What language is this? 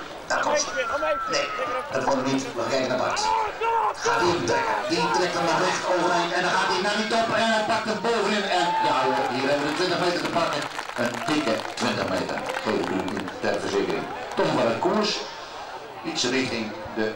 Western Frisian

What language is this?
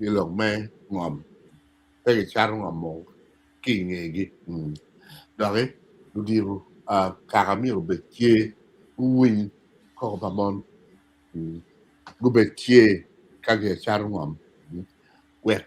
Acoli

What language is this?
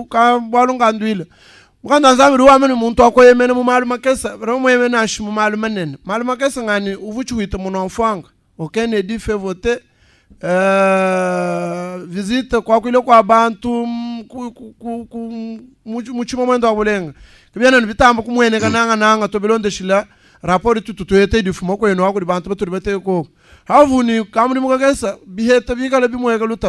Luba-Lulua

